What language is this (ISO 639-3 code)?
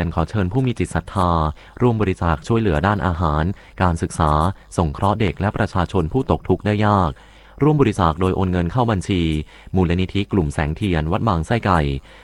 tha